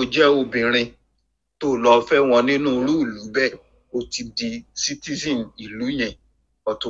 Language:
Yoruba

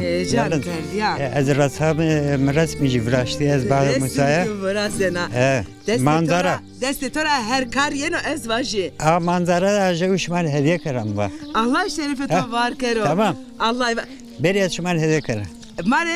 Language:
Zaza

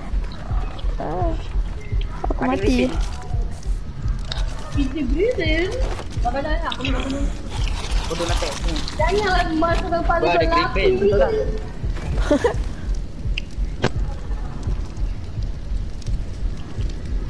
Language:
Malay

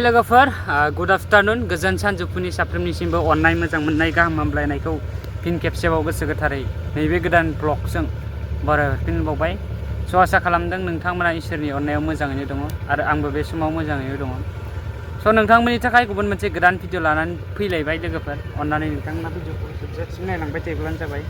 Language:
Bodo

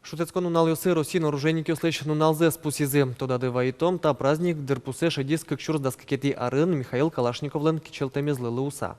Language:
Udmurt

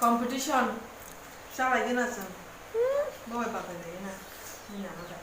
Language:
Kok Borok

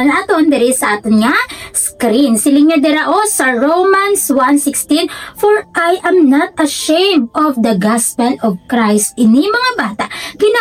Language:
Hiligaynon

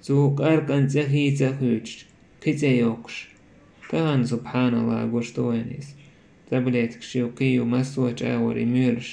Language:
Chechen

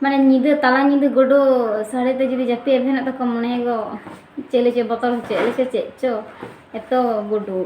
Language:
Santali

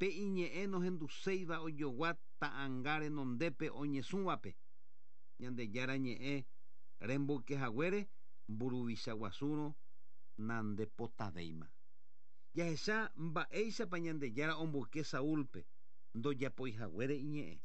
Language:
Guarani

